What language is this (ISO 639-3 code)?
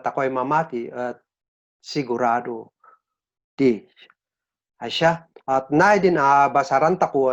kne